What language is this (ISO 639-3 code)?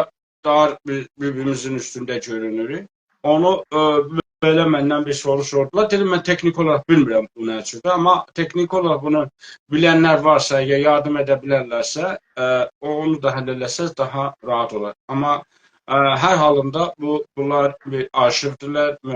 azb